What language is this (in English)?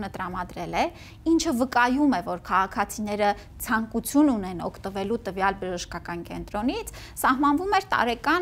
Armenian